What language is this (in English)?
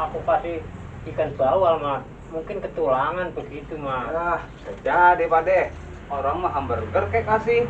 Betawi